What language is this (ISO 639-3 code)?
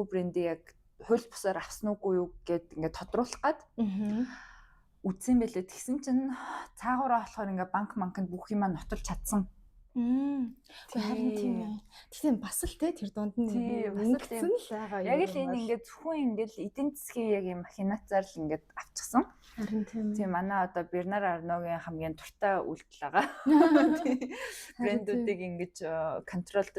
mon